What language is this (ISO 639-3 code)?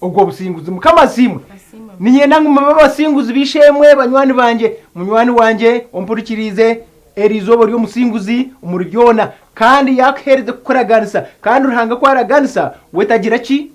nyn